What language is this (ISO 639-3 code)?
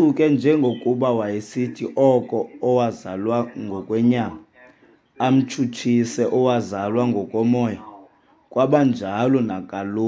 xho